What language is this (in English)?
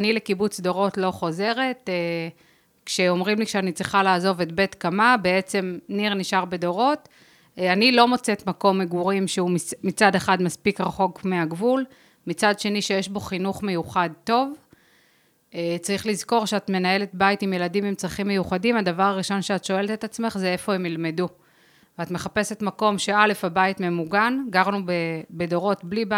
Hebrew